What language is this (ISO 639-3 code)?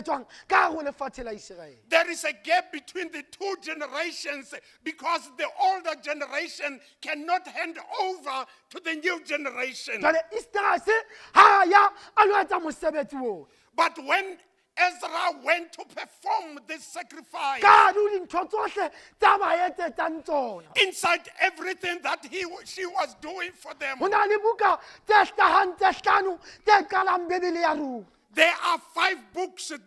sot